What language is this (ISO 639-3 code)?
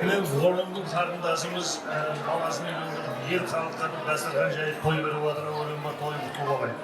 kaa